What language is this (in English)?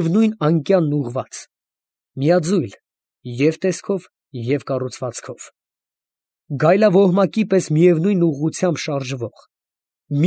Armenian